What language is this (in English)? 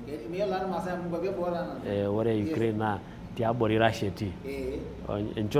Masai